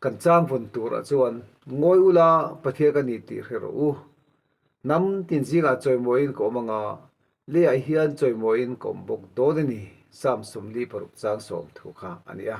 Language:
Mizo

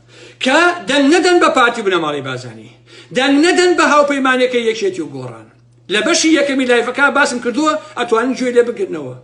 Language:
Central Kurdish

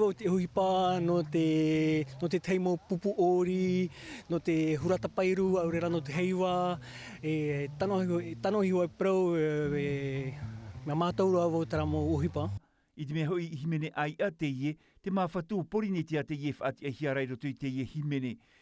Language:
Tahitian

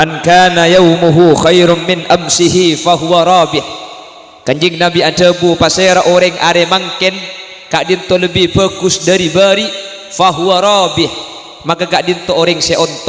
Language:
Madurese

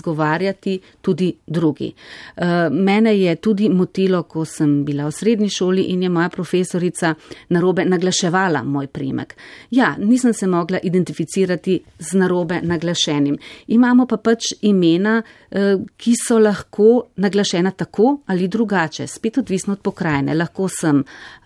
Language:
Slovenian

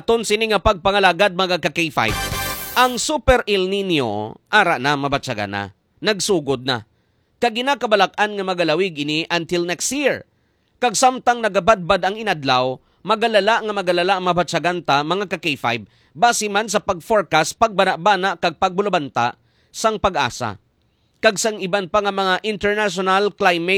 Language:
Hiligaynon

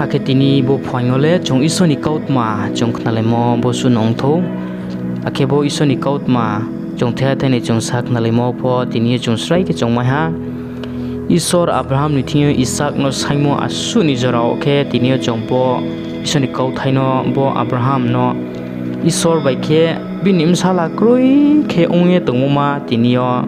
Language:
Riang (India)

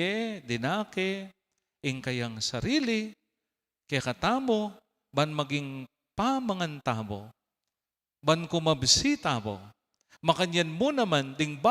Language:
Pampanga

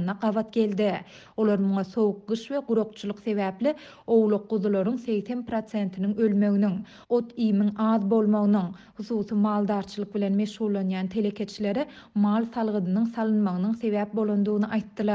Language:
Turkmen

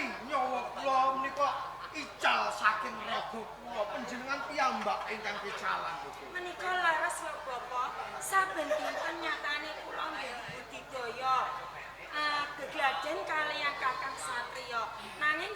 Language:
Javanese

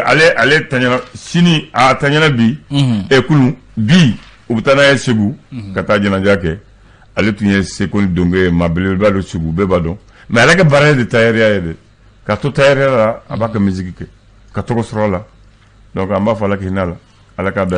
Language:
Bambara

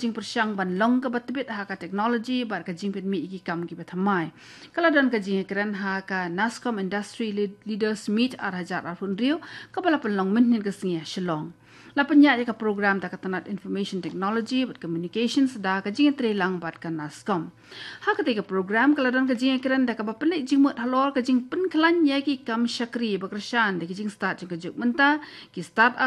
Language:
Khasi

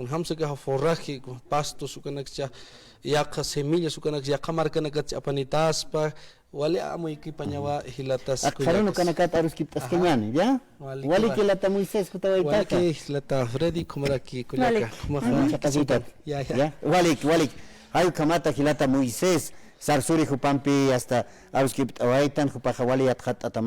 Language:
Aymara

